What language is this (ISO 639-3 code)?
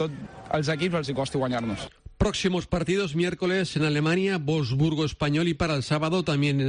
cat